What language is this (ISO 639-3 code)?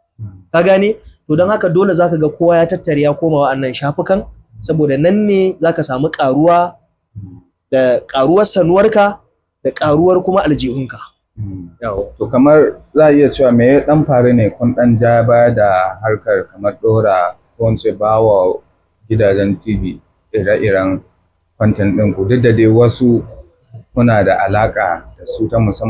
hau